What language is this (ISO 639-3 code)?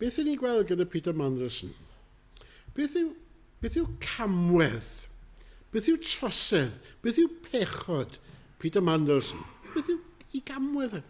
cym